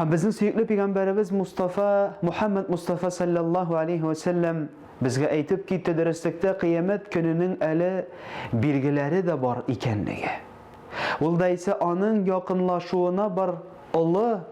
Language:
Tatar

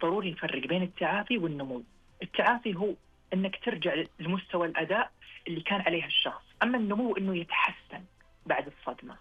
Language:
Najdi Arabic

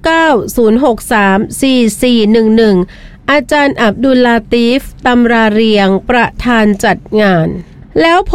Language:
Thai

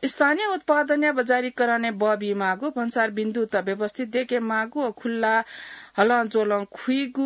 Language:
Newari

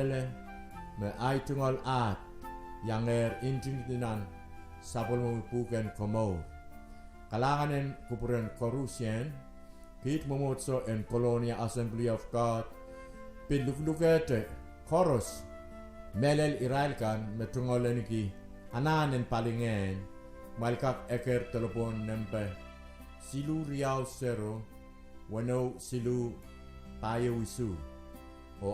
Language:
Pohnpeian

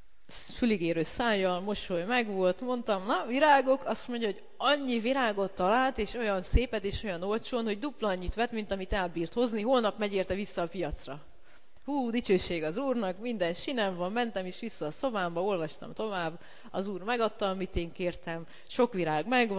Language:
Hungarian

